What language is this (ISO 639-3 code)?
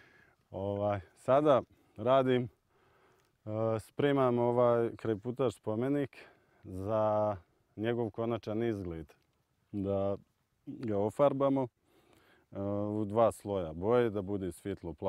bos